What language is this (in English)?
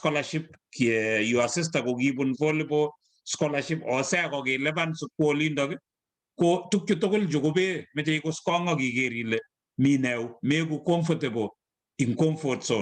Kalenjin